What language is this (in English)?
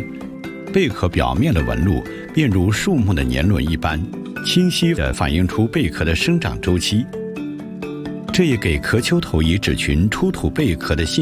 Chinese